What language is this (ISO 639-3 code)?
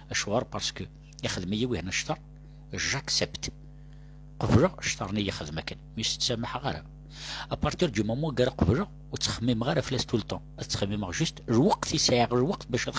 kab